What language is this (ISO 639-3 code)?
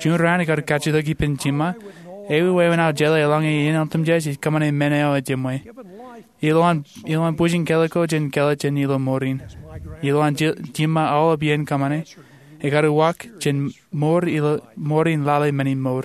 mah